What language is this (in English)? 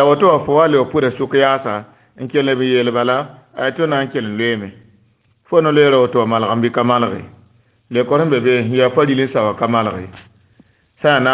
Mossi